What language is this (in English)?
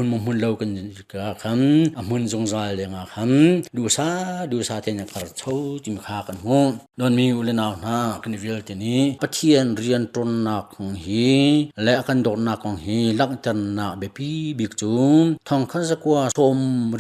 Hakha Chin